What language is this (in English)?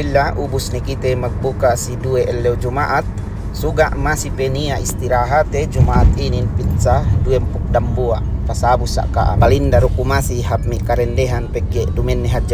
Yakan